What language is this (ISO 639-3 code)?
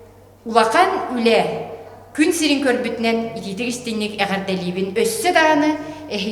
sah